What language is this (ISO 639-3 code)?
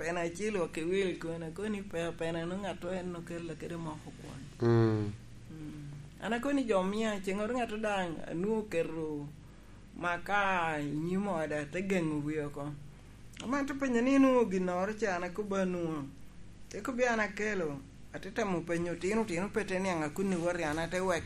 laj